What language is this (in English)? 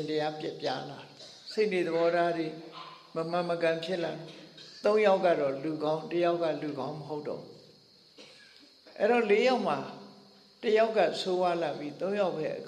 Burmese